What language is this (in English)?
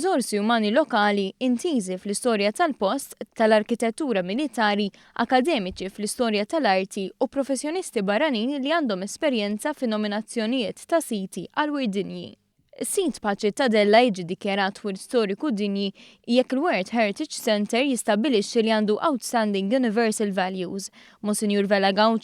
Maltese